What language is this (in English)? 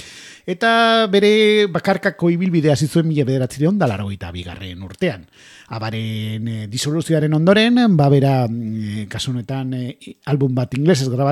Basque